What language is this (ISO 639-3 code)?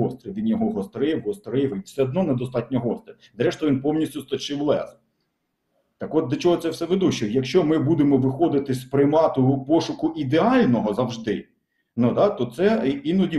ukr